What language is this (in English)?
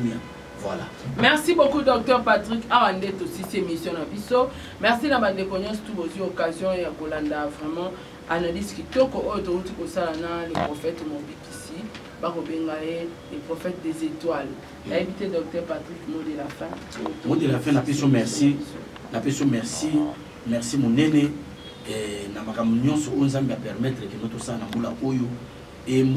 Lingala